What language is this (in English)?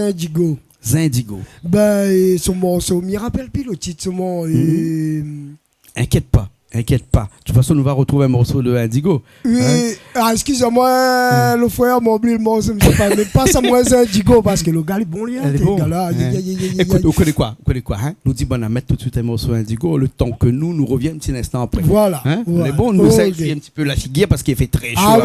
Réunion Creole French